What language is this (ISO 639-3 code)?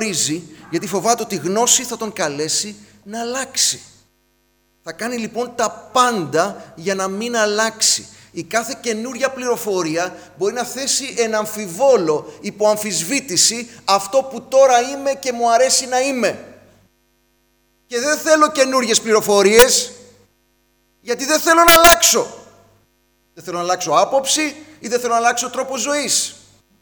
ell